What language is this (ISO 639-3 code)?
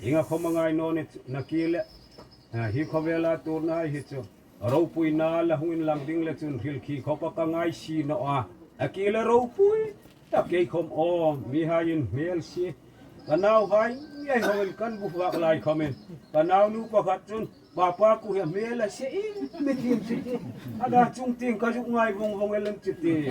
hmr